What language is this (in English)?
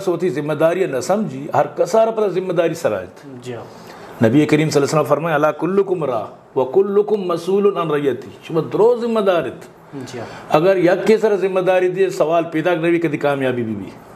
Eastern Balochi